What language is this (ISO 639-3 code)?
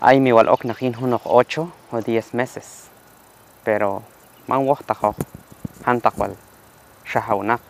kjb